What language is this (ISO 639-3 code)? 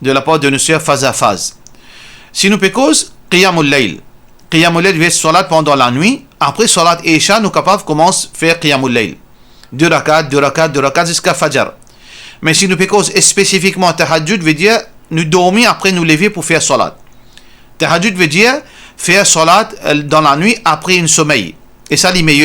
mfe